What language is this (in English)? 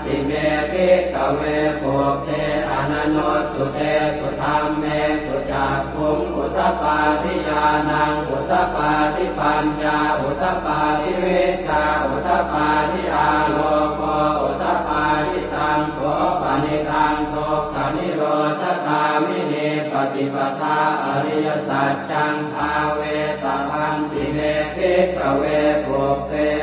Pali